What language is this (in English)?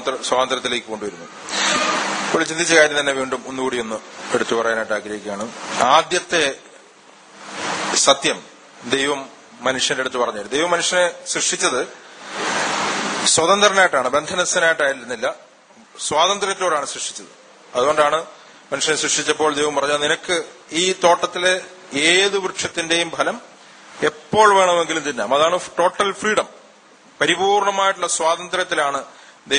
Malayalam